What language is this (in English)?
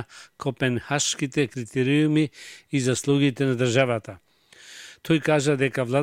Macedonian